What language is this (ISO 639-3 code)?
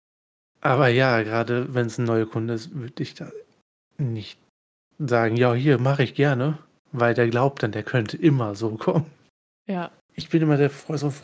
deu